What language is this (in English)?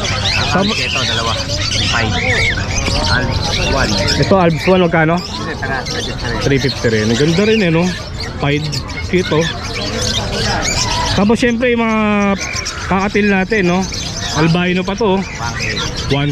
Filipino